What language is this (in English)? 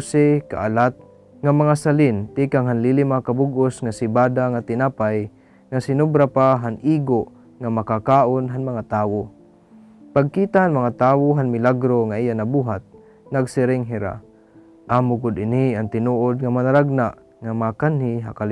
Waray